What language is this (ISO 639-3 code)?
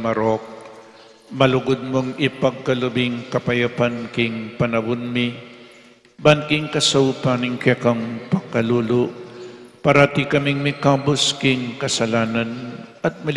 pam